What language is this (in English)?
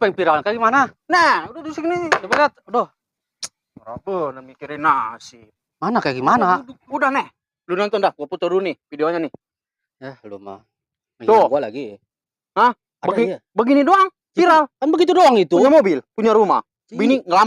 Betawi